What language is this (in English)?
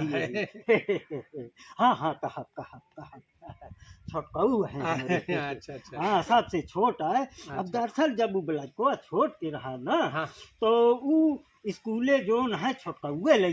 Awadhi